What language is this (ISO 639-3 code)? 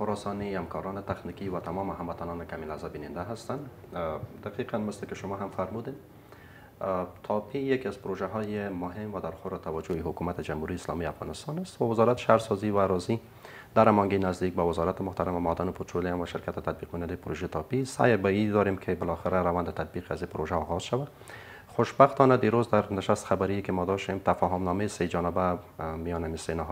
fas